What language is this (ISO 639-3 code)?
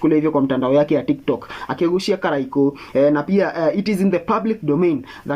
kik